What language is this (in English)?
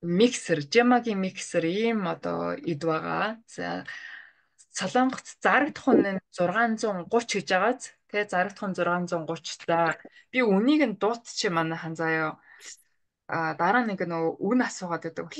Mongolian